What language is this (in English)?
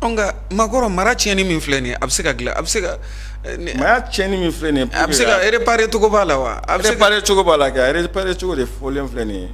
Bambara